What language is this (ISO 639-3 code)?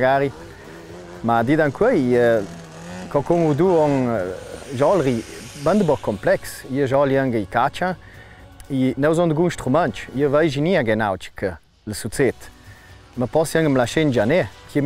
lld